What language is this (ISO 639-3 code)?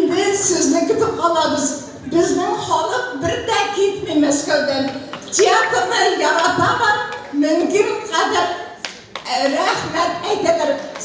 bak